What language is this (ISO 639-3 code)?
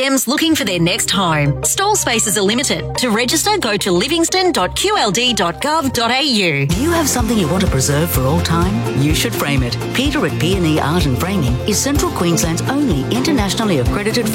eng